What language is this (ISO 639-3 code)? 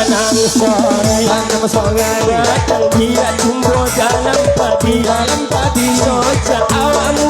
min